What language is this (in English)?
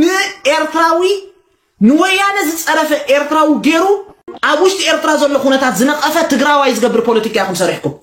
Tigrinya